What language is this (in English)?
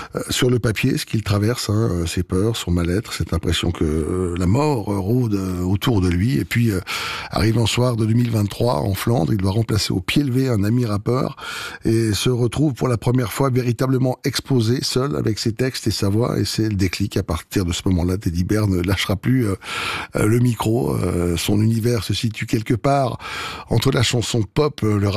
French